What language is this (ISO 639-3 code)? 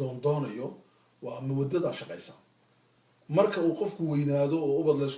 som